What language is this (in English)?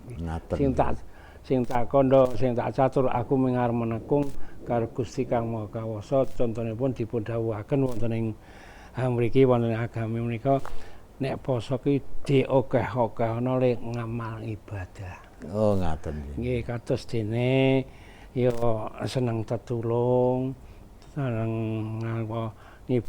Javanese